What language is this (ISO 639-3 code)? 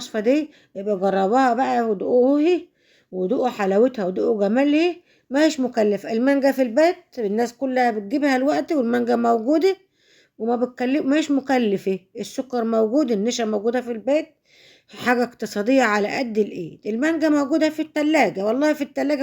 arz